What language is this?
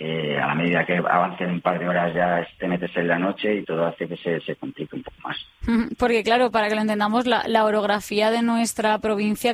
Spanish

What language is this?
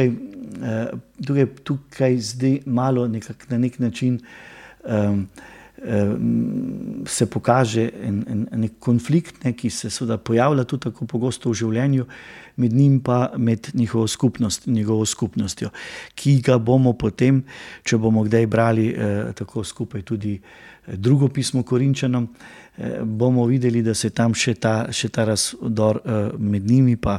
Slovenian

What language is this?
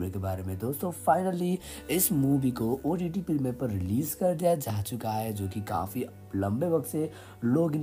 Hindi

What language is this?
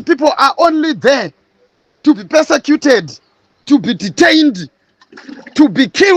Shona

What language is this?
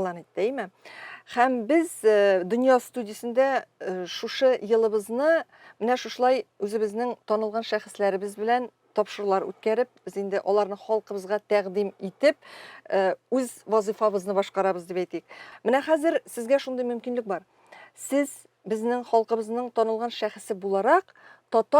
Tatar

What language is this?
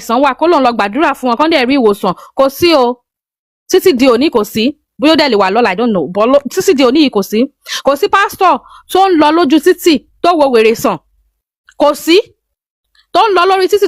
Yoruba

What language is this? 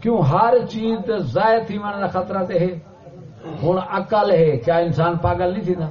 Saraiki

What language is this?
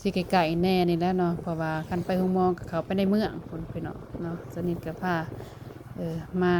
Lao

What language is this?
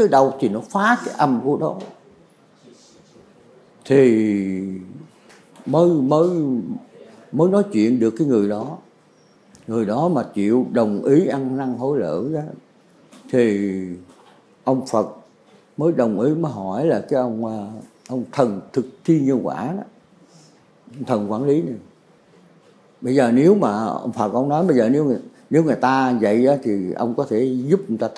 Vietnamese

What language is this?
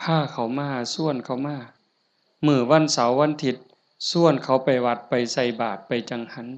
Northeastern Thai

